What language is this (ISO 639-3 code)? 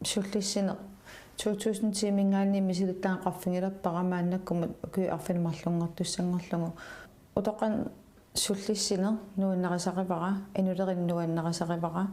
kal